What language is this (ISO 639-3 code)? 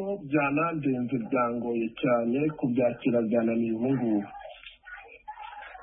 kin